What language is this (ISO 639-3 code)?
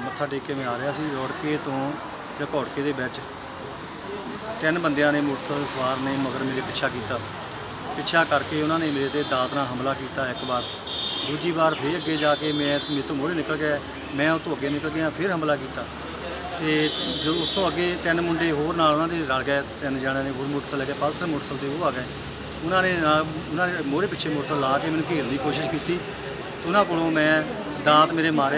pan